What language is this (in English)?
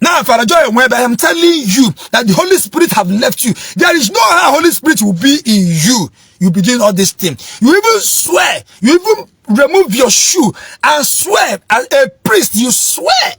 Igbo